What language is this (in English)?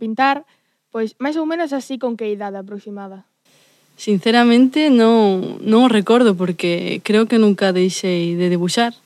Galician